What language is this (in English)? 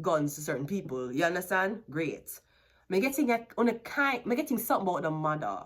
Jamaican Creole English